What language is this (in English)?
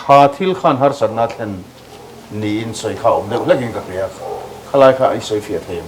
Mizo